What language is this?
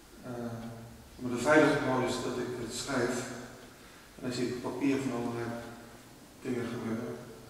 Dutch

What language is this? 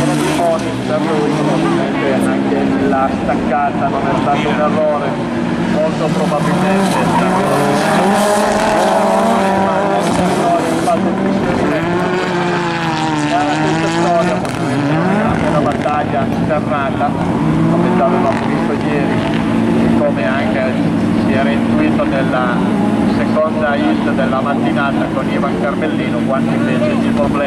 Italian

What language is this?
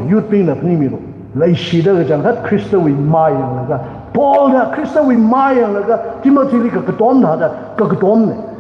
Tangkhul Naga (India)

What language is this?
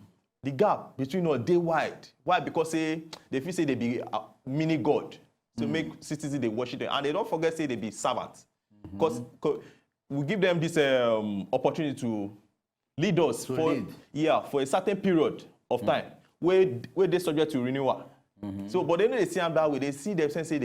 Nigerian Pidgin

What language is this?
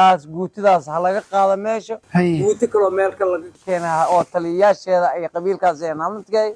Somali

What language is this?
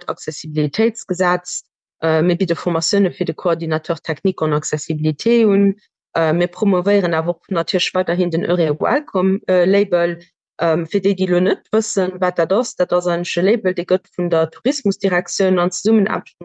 Luxembourgish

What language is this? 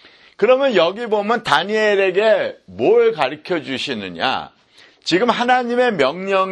Korean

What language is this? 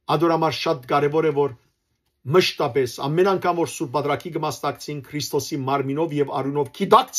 Western Armenian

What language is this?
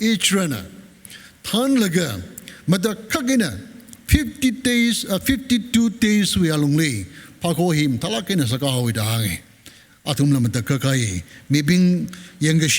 Tangkhul Naga (India)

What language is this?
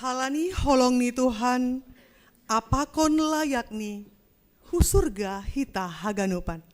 Batak Simalungun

